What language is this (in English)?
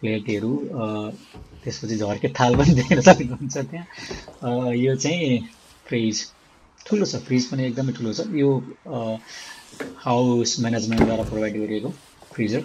Nepali